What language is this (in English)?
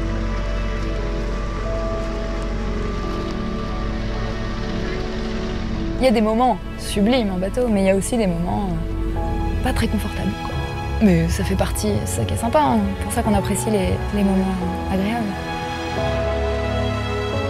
French